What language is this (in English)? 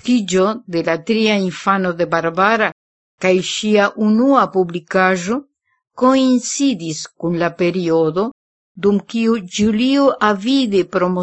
Esperanto